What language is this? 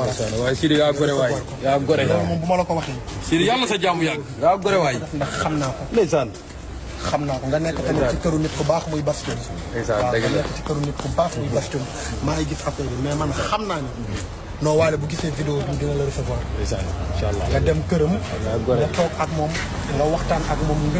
Wolof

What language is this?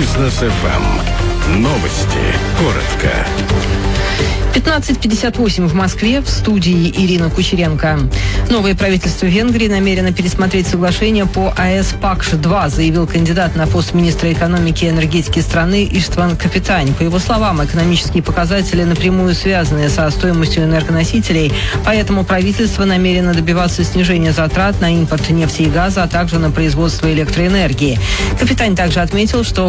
Russian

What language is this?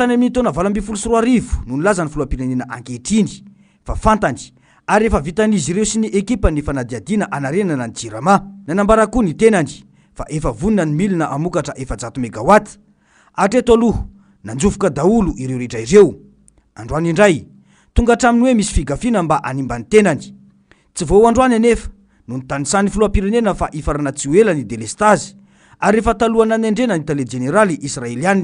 Malagasy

